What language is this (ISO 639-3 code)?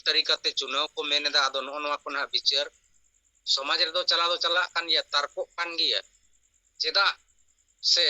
sat